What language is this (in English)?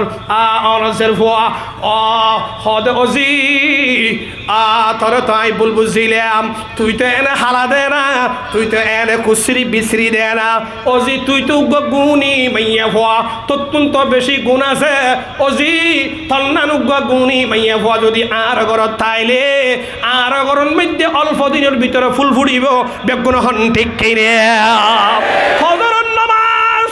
Rohingya